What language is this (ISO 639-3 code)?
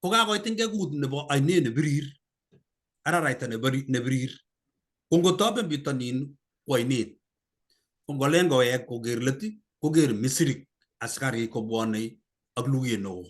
kln